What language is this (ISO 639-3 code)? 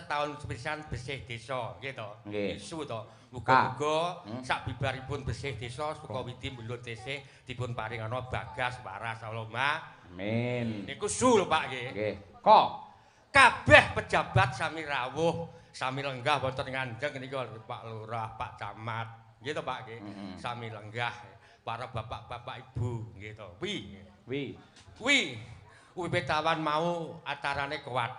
jav